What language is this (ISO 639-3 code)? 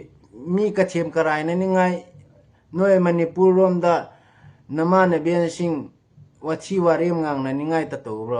mni